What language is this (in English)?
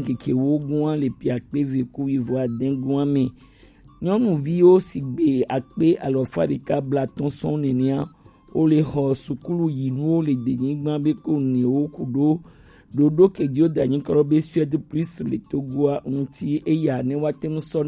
Gen